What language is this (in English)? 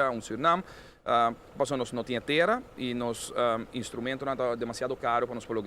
Papiamento